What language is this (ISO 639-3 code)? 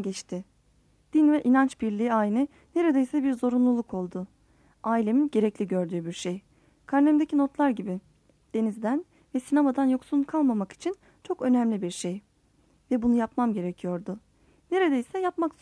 tur